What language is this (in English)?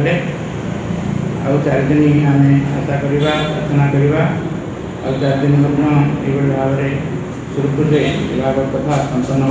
Odia